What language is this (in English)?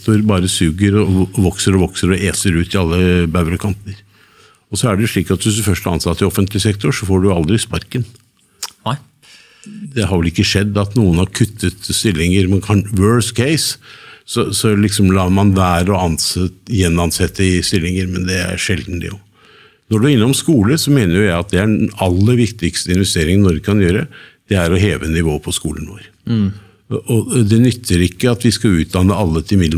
Norwegian